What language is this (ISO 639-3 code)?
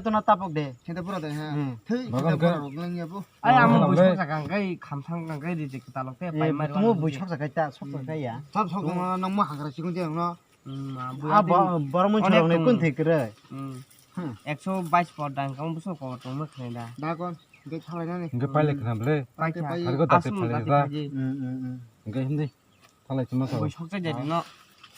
trp